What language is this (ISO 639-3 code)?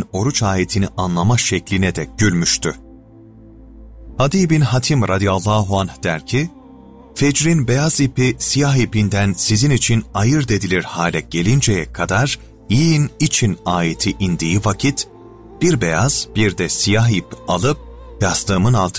tur